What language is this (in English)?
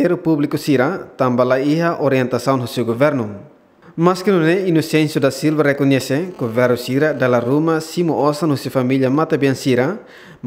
Tetum